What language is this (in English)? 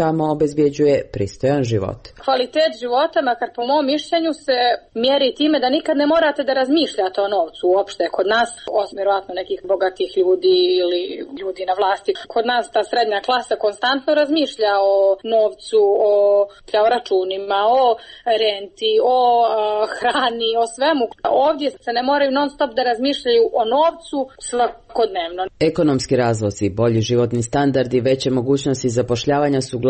Serbian